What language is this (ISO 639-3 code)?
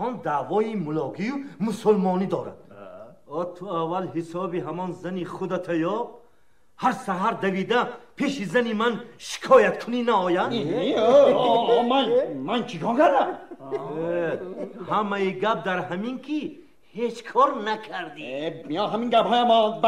tgk